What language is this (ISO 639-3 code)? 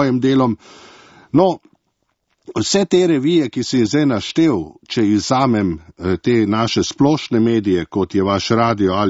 slv